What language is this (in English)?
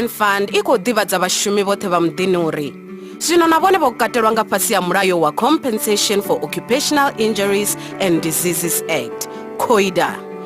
Venda